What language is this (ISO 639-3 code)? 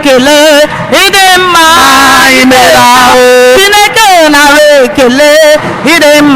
ibo